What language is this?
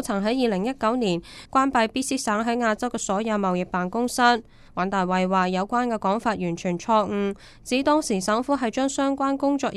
Cantonese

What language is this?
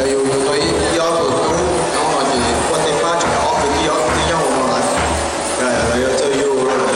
Hmong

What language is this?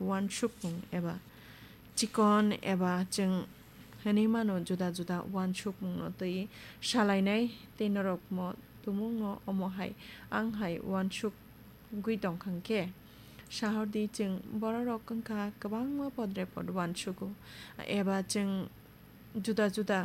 Kok Borok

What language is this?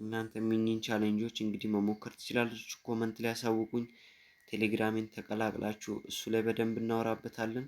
Amharic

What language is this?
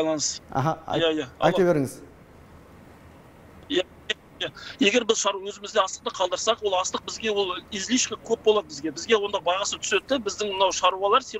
Kazakh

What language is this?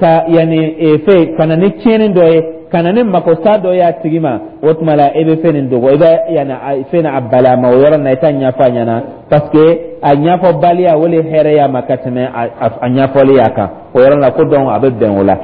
Dyula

